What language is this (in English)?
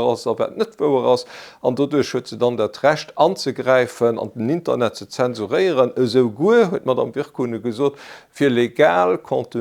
Luxembourgish